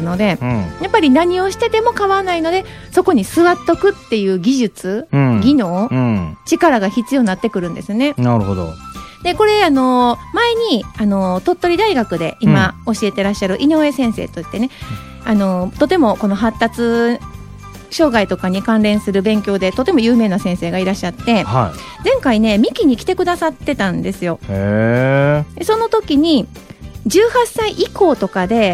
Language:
Japanese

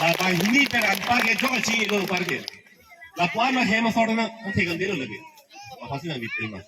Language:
Karbi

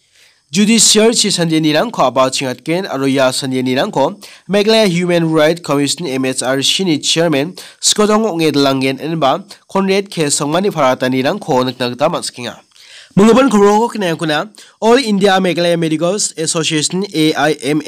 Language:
Garo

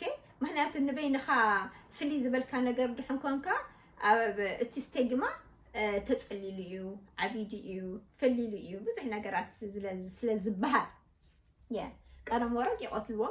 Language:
Tigrinya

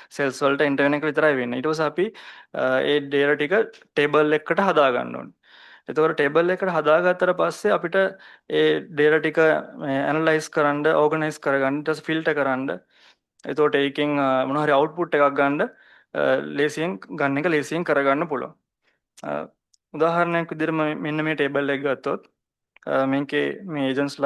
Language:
Sinhala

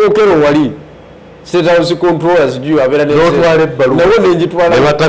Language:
Ganda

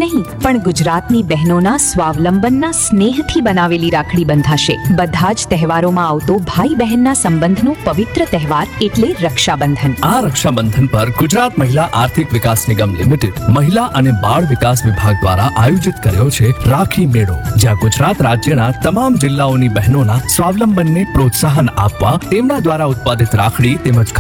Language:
Gujarati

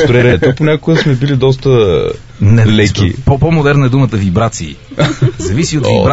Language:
Bulgarian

